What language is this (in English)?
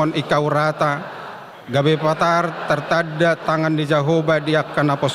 Batak Toba